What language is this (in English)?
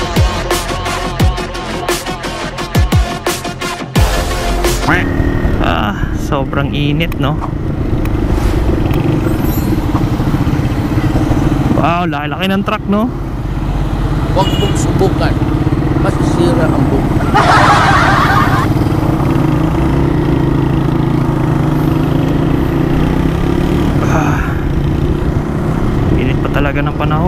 Filipino